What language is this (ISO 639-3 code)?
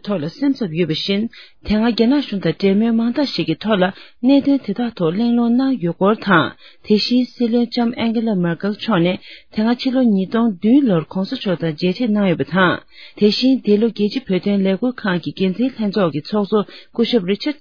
bod